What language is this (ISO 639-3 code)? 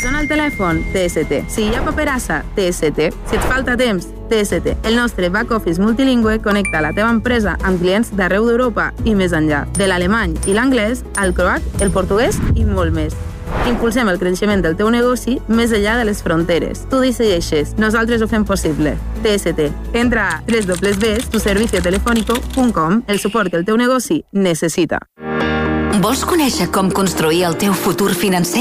cat